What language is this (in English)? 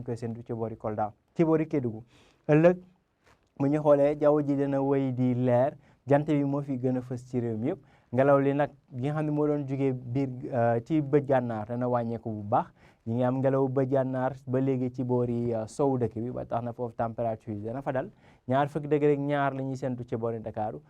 Wolof